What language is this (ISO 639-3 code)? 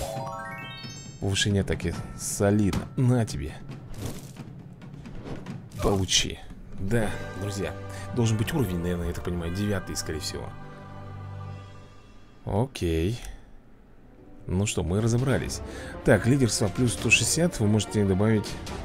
rus